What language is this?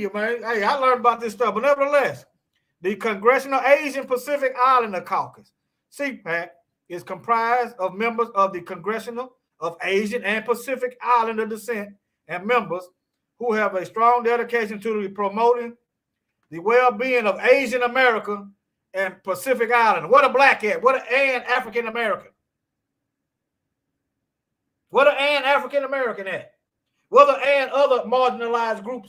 English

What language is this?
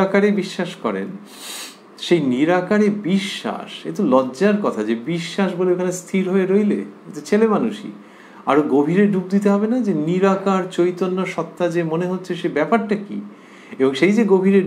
Bangla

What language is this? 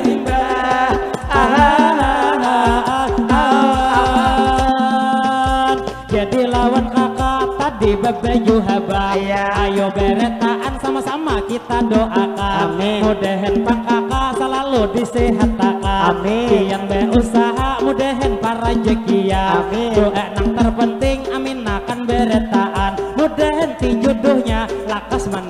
Banjar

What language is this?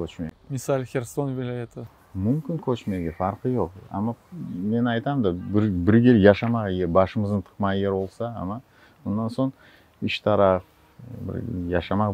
Crimean Tatar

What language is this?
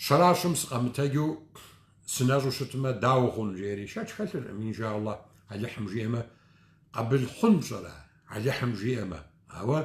Kabardian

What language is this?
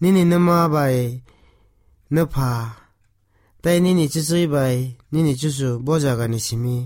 Kok Borok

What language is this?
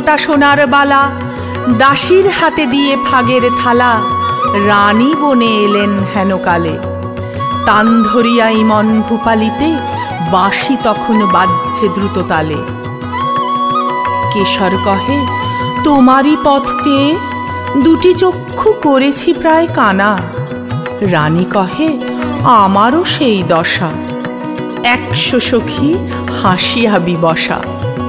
Bangla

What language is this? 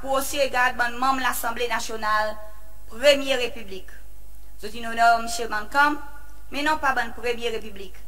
Seselwa Creole French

